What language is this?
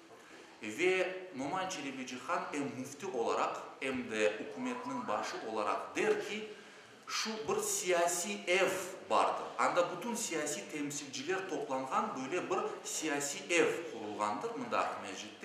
Crimean Tatar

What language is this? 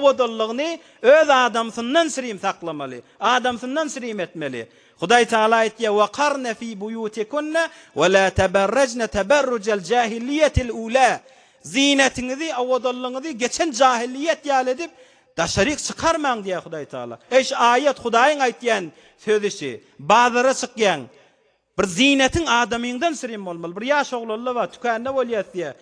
Turkmen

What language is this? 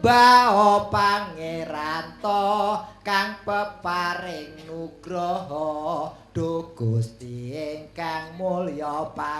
Javanese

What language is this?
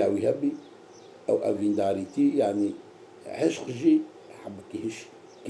Kurdish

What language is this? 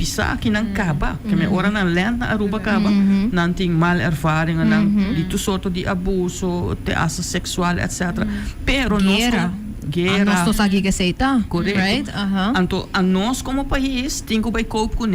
Papiamento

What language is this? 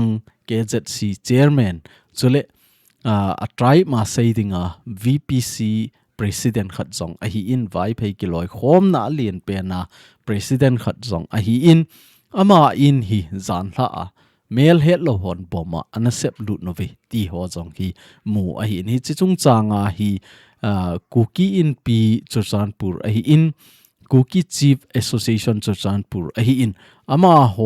Thado Chin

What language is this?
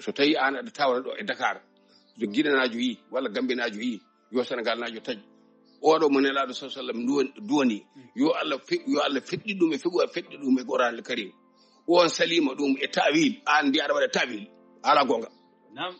Fula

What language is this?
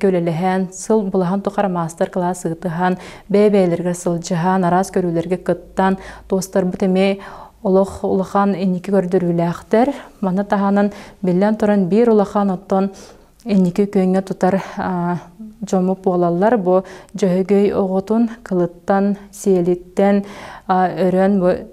Yakut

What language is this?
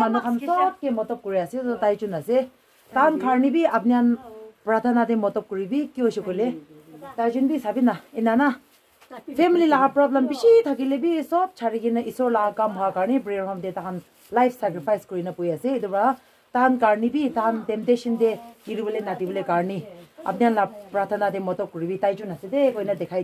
Naga Pidgin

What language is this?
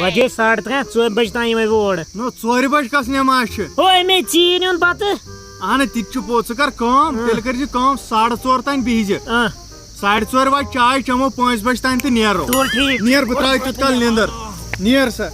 Kashmiri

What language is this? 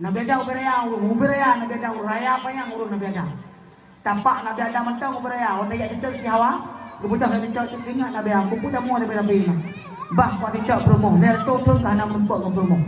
Achinese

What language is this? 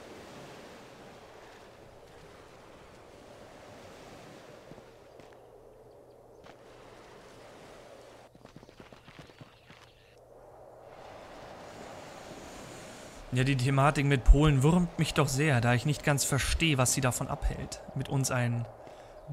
German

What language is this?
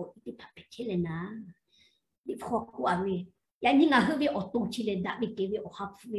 Lahu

